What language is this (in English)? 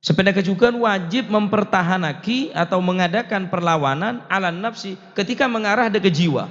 Madurese